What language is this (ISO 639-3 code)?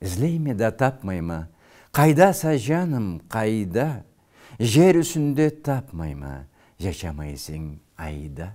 krc